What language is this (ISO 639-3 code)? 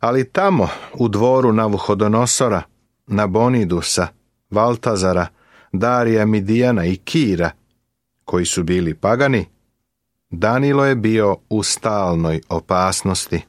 srp